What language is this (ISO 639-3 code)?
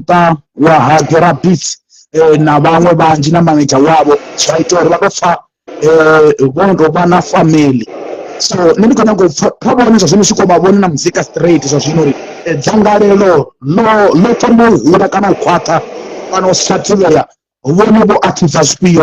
ven